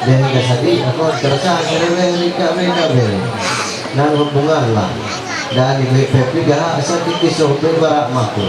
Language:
Ma'anyan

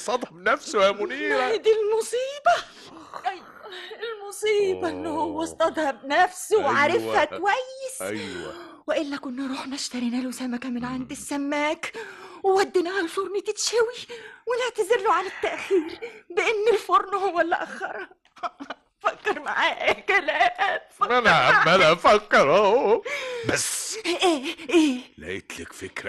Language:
Egyptian Arabic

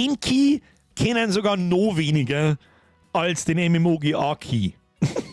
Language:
Bavarian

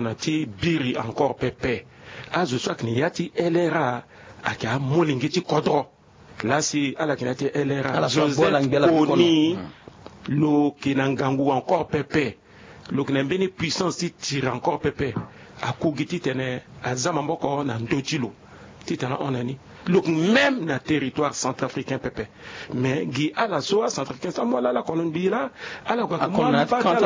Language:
Sango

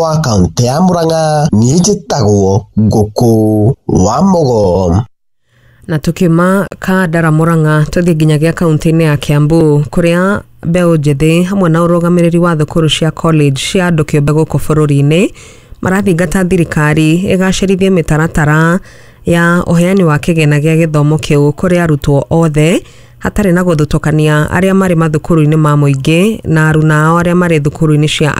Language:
Kikuyu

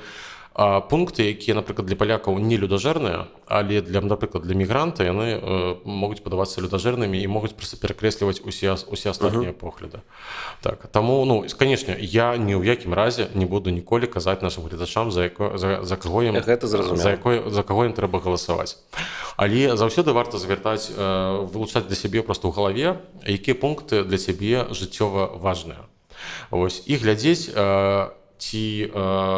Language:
Belarusian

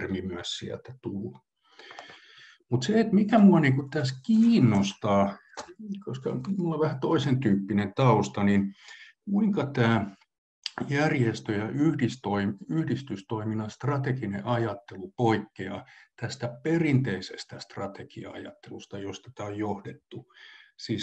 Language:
Finnish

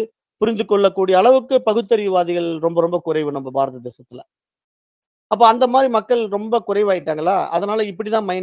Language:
Tamil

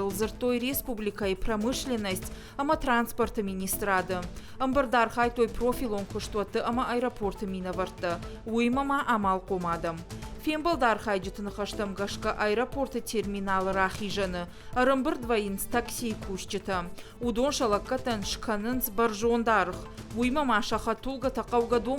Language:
Ossetic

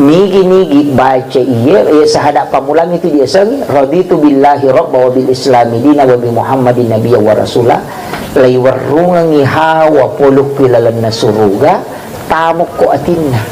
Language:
Buginese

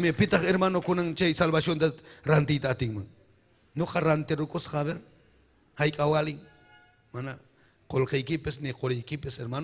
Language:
Ayacucho Quechua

